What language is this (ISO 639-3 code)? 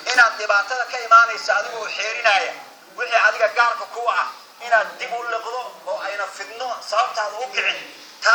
som